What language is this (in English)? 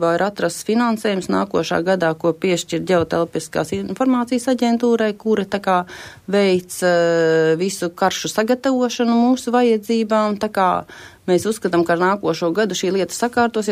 Latvian